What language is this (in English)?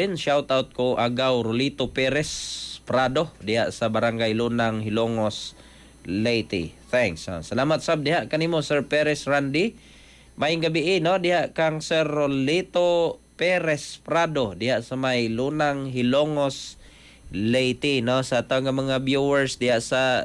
Cebuano